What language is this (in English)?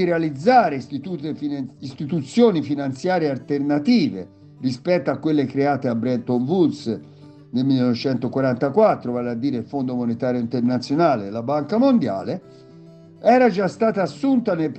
Italian